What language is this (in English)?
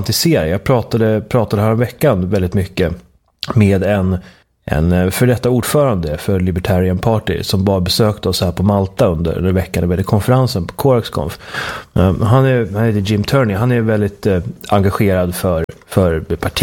Swedish